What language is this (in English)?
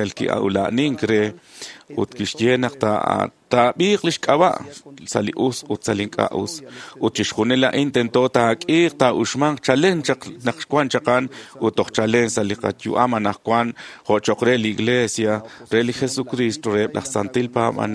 Kekchí